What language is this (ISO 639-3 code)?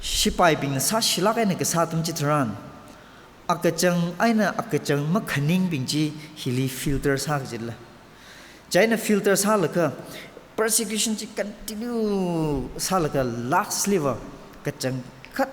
nmf